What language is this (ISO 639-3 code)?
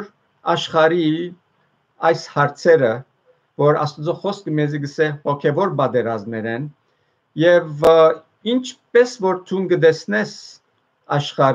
hyw